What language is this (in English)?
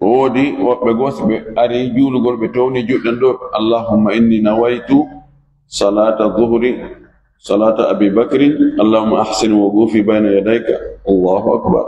Fula